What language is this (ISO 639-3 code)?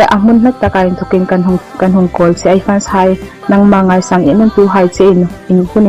hmr